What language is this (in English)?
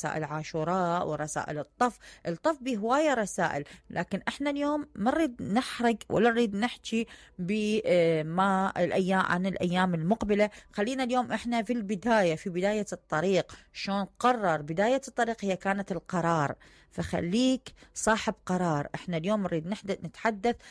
Mesopotamian Arabic